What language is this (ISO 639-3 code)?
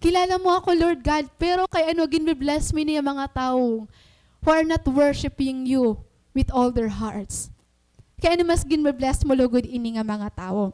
war